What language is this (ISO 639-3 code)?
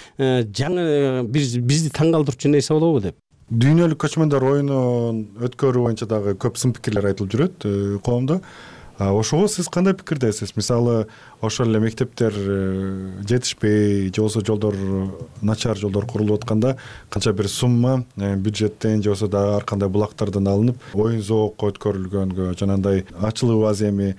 kir